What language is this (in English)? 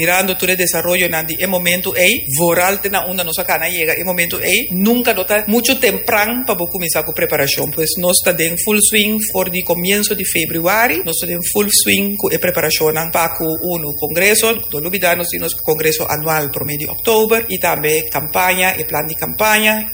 Papiamento